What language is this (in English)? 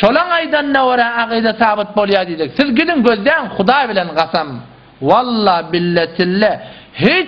Turkmen